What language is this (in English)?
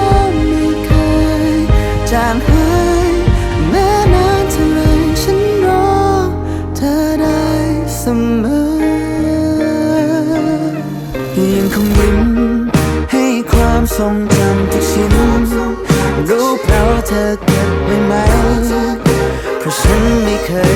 Thai